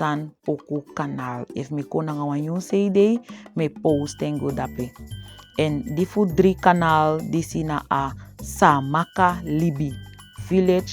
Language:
Saramaccan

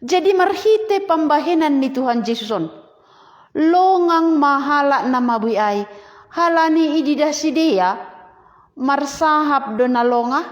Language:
Batak Simalungun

